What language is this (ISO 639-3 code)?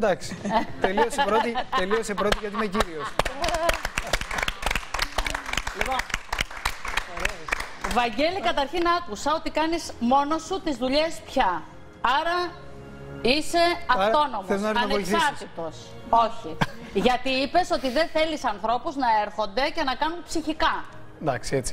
ell